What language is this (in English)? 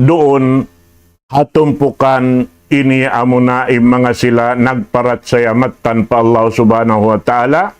Tausug